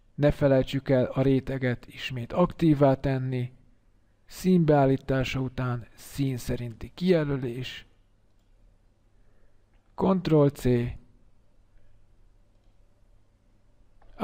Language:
Hungarian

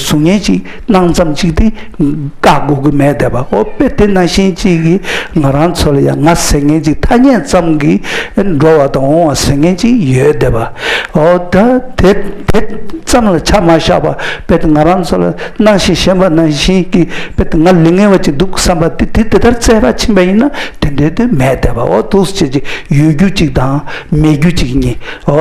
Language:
Tibetan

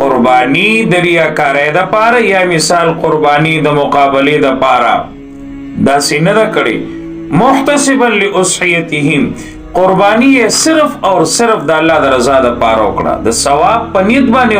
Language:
Pashto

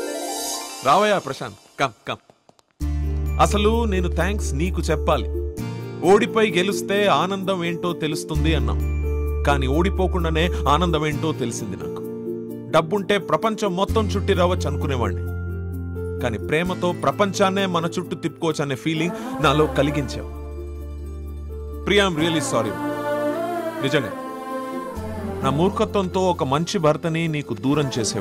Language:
Telugu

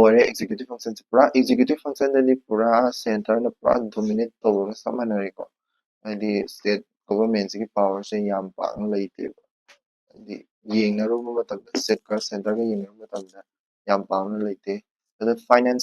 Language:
Manipuri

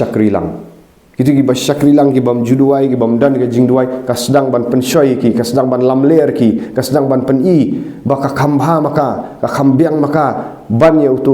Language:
Khasi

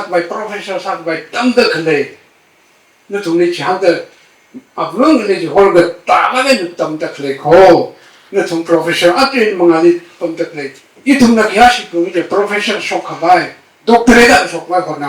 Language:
Tangkhul Naga (India)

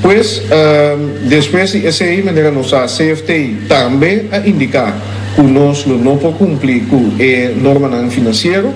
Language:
Papiamento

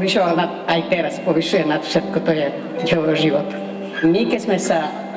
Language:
Slovak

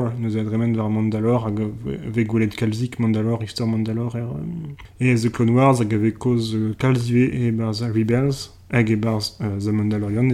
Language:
Breton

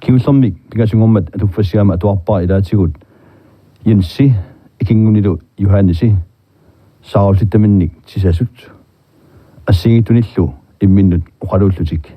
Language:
Kalaallisut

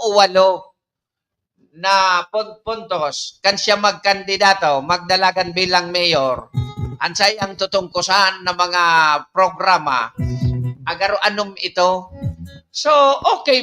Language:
Bikol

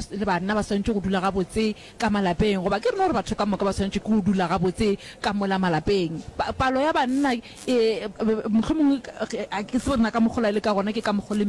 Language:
Northern Sotho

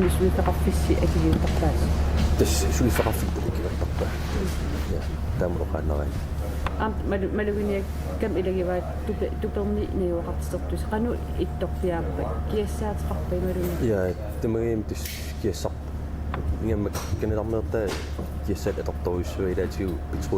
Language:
Kalaallisut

